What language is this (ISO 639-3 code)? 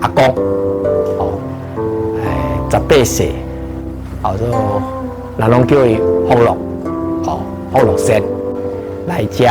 nan